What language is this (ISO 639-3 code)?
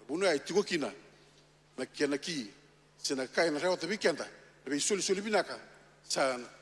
fij